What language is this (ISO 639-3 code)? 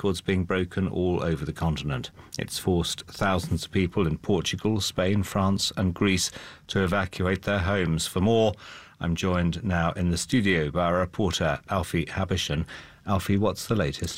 eng